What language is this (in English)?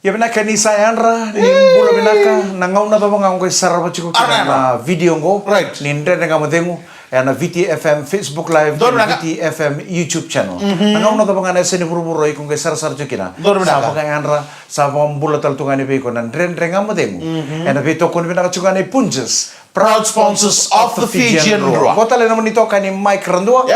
Fijian